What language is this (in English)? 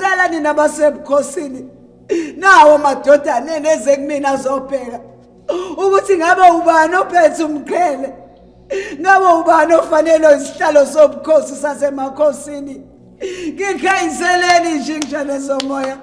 Zulu